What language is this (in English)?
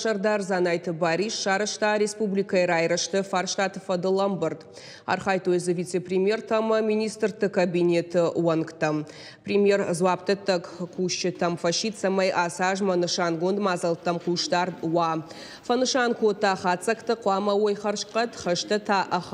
Ossetic